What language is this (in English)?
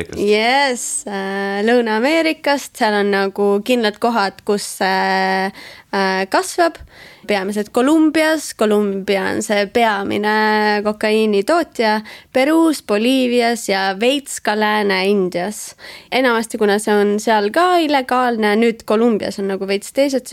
Estonian